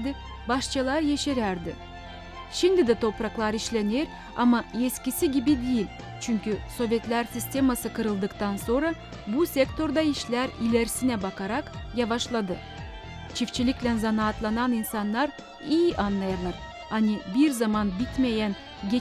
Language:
Gagauz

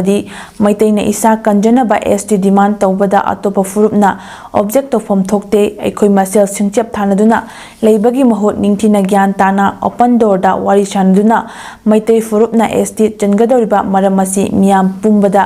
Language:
Manipuri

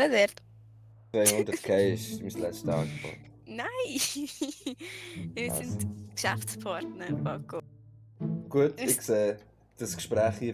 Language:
Swiss German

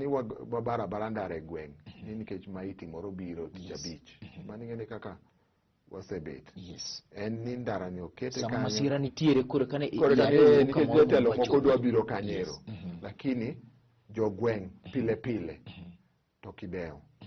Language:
Luo (Kenya and Tanzania)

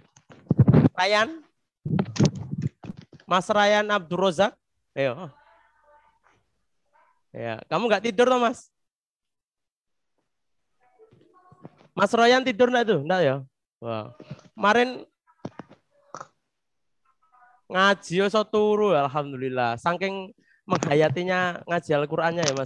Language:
Indonesian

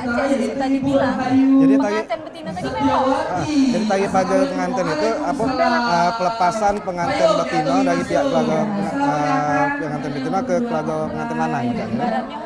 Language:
Musi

